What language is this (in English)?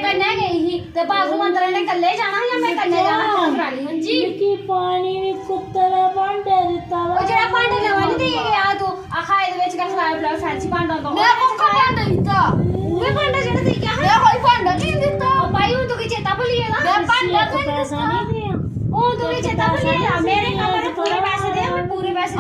Dogri